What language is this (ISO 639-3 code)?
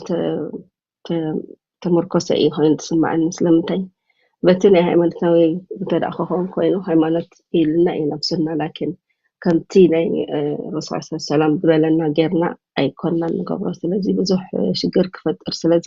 tir